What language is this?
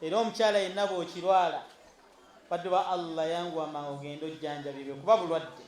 Ganda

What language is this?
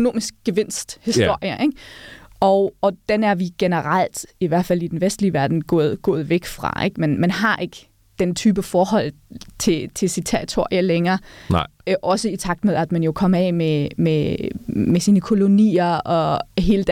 Danish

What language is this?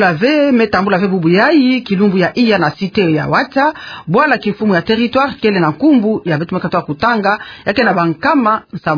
Kituba (Democratic Republic of Congo)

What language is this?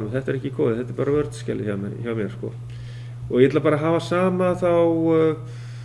Icelandic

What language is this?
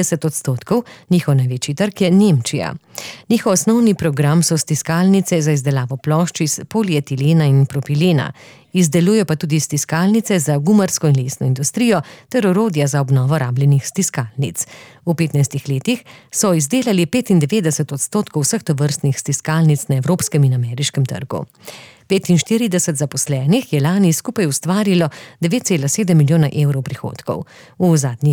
Slovenian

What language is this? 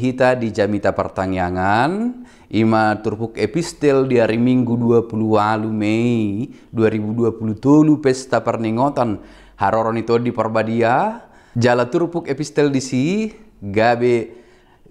Batak Toba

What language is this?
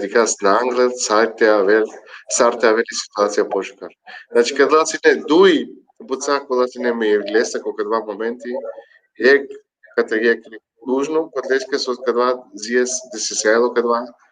Balkan Romani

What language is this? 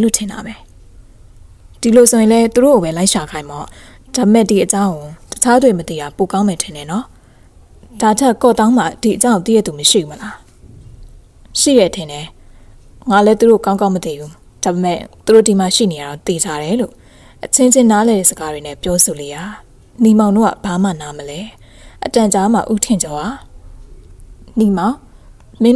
Burmese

